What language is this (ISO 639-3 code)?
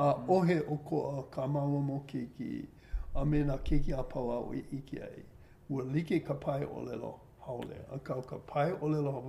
haw